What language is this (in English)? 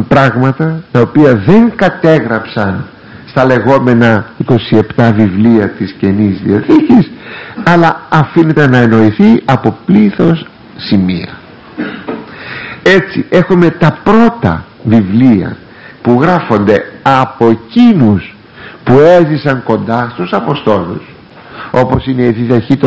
Greek